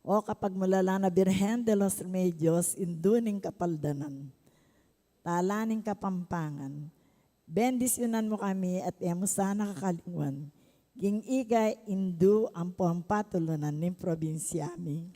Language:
Pampanga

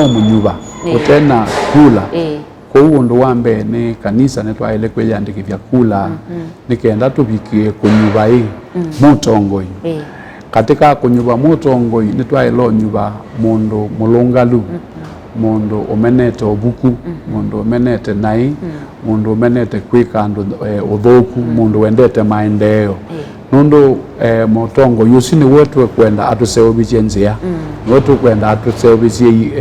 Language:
Kamba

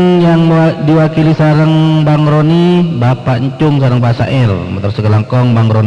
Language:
Madurese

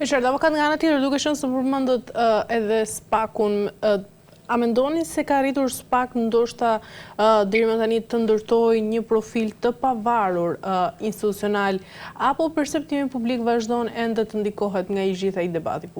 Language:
Albanian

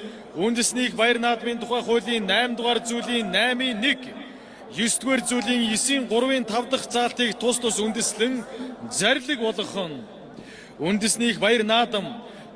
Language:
Mongolian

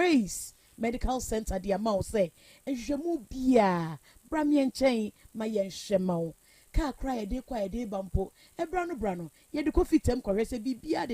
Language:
Akan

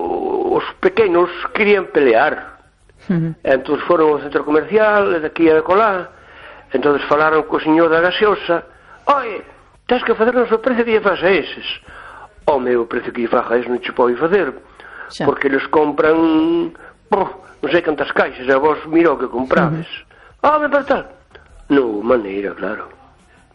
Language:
Galician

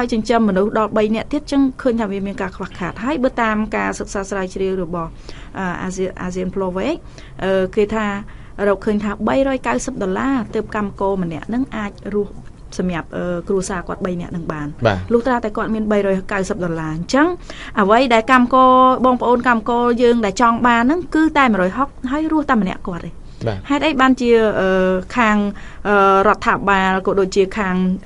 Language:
Khmer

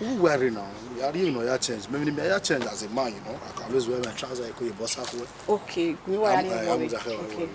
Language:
Bini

